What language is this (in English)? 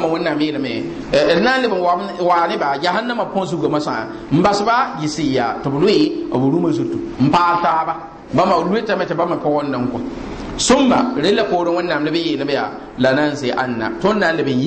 Mossi